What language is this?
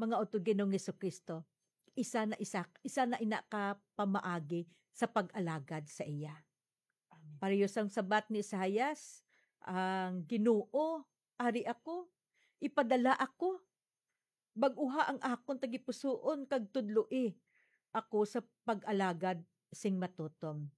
Hiligaynon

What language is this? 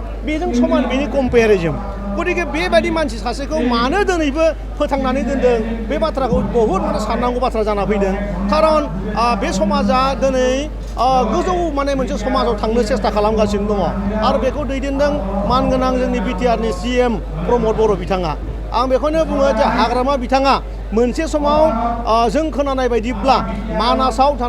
Bodo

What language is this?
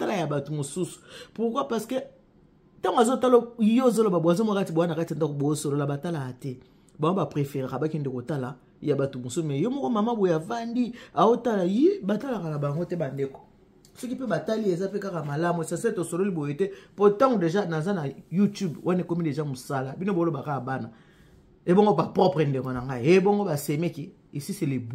Lingala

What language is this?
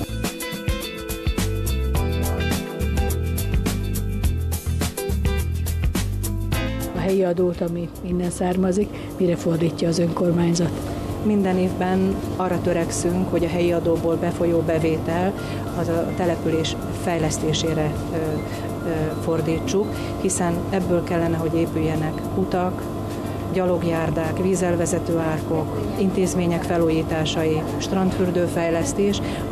Hungarian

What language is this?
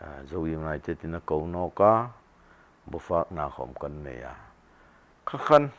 Hmar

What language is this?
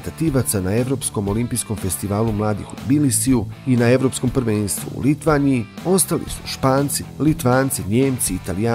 Bosnian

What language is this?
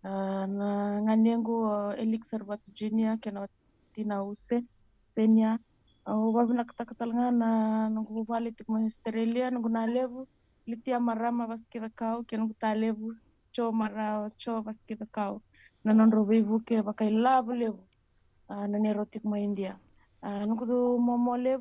Fijian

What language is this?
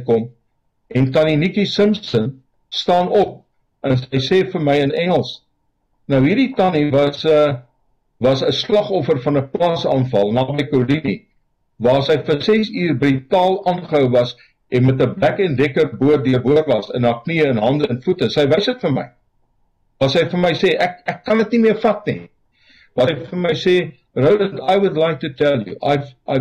Afrikaans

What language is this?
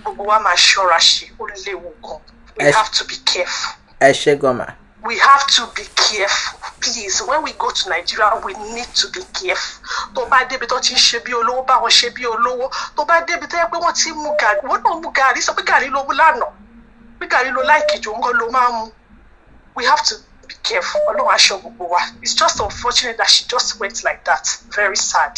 Yoruba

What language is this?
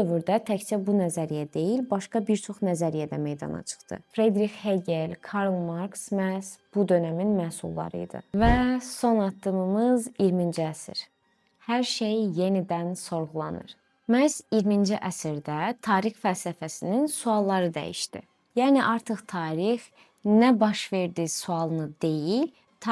Azerbaijani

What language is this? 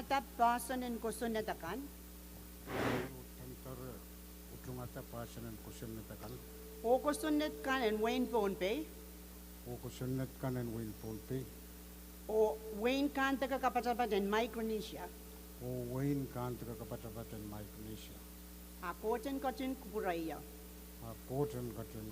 Pohnpeian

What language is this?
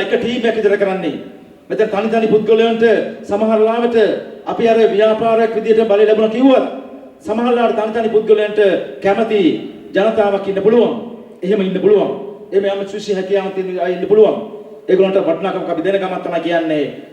Sinhala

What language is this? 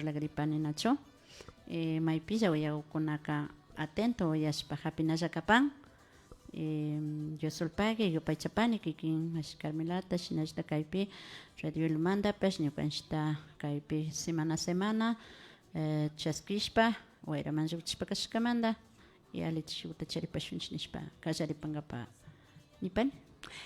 Imbabura Highland Quichua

